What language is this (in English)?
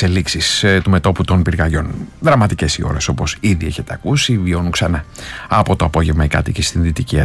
Greek